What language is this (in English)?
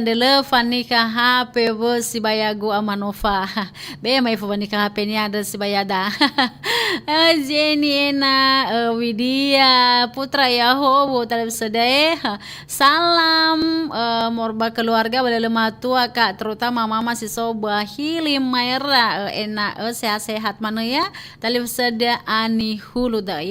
Nias